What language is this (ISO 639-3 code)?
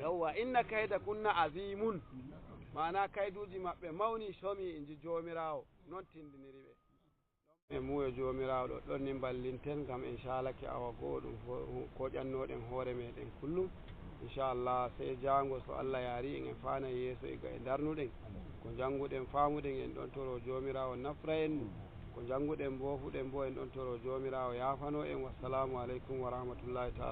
fuv